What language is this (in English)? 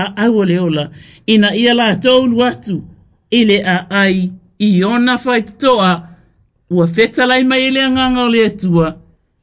Samoan